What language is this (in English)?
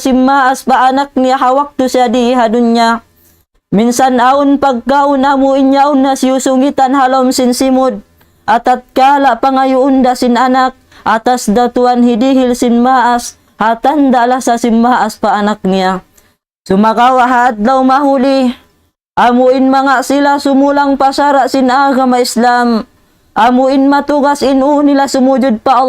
Tausug